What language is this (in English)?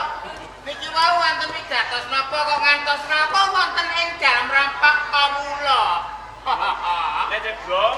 Javanese